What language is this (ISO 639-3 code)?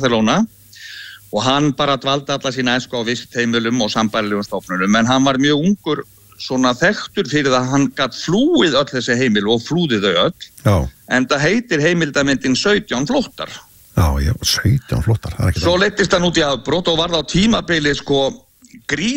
isl